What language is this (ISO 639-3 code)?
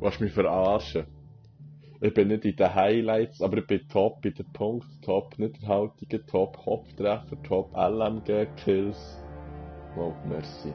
gsw